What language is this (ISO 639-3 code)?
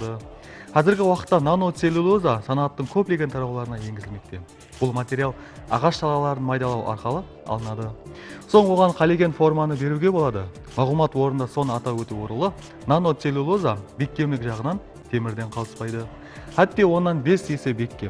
kaa